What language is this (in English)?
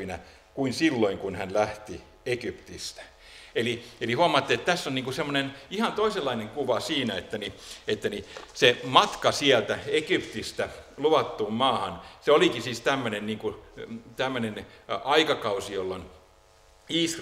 Finnish